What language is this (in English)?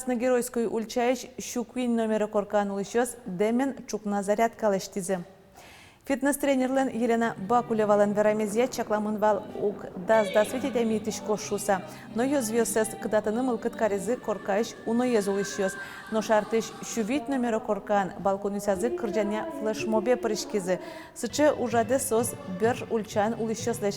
Udmurt